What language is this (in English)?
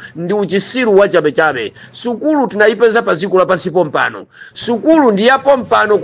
Nyanja